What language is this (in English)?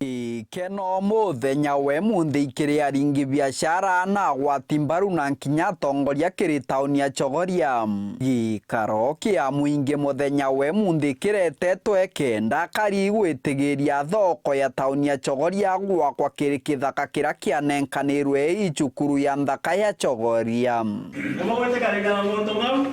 Meru